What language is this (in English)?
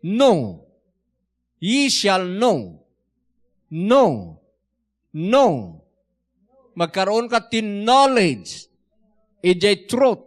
Iloko